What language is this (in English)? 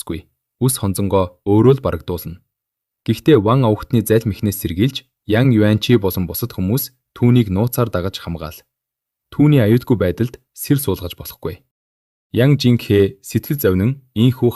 Mongolian